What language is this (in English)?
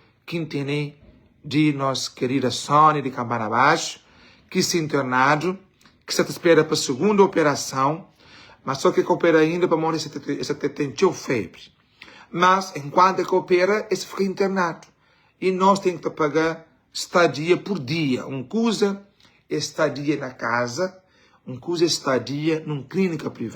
Kabuverdianu